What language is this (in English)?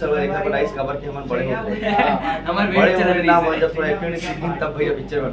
Chhattisgarhi